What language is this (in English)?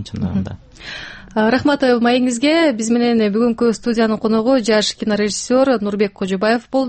Kyrgyz